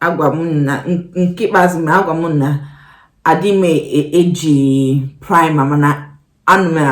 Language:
Igbo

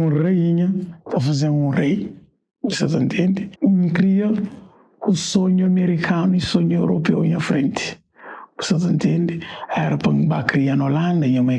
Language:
Kabuverdianu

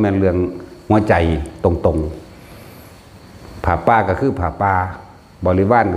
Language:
Northeastern Thai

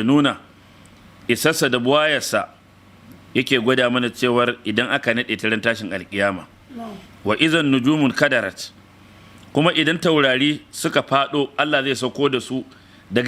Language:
Hausa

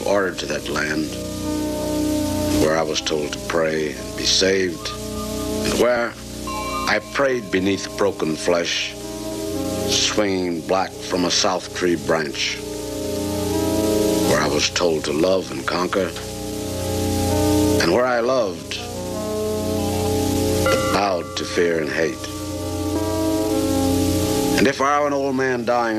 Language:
English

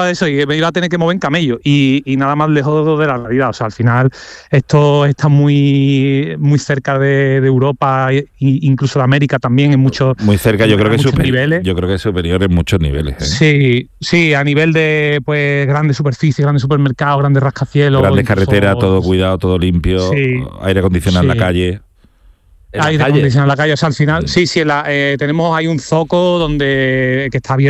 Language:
Spanish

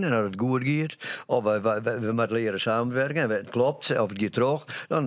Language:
Western Frisian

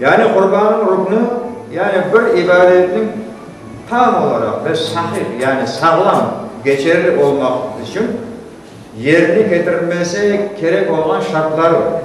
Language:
Crimean Tatar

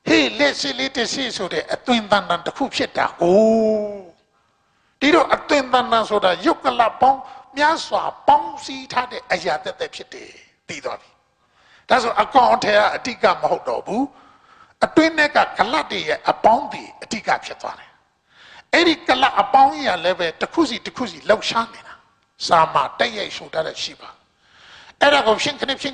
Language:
Burmese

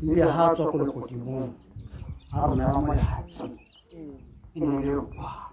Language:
Tswana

